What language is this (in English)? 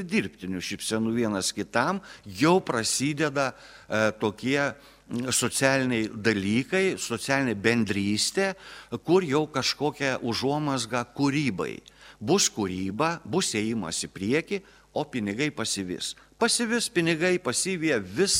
Lithuanian